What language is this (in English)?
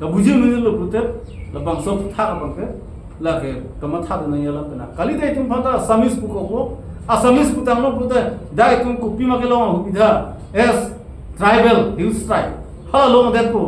Karbi